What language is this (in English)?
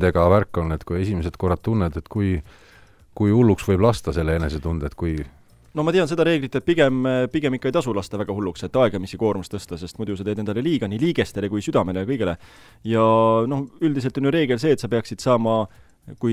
Estonian